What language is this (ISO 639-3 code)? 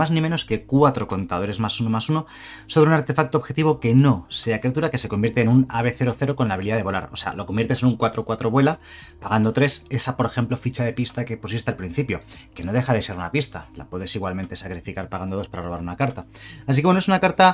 spa